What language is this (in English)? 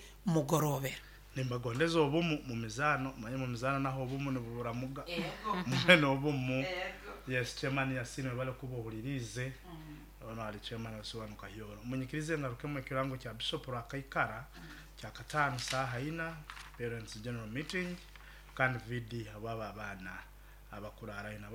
Nyoro